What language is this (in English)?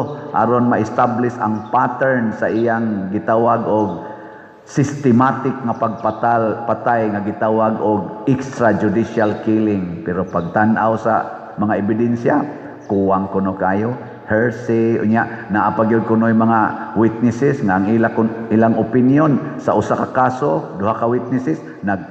Cebuano